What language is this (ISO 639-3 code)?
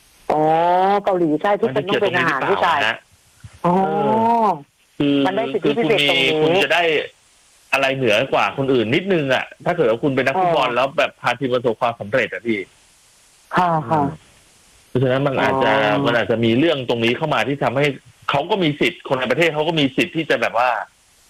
tha